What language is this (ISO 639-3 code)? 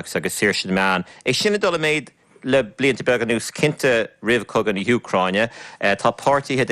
gle